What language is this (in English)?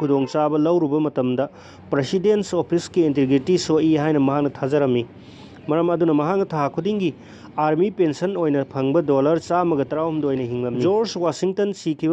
Manipuri